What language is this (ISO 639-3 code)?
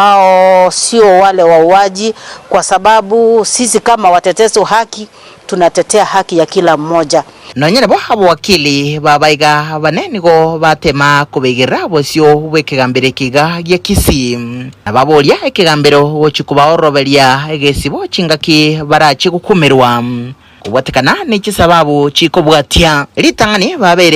guz